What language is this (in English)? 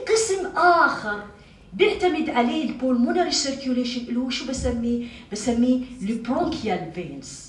North Levantine Arabic